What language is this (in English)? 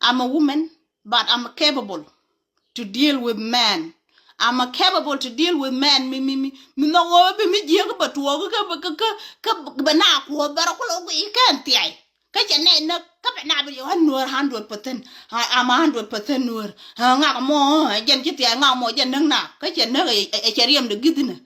Nuer